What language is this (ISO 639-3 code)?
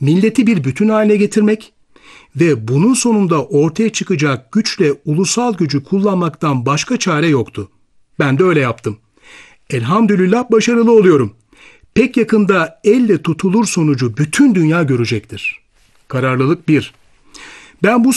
tur